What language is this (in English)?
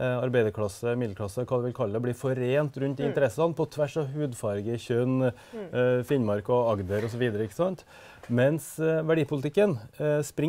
Norwegian